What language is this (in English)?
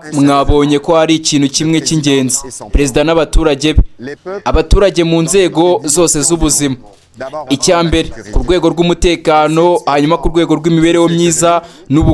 Kinyarwanda